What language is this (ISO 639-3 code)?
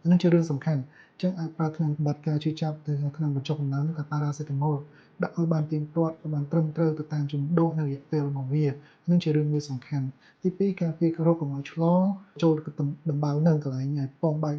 khm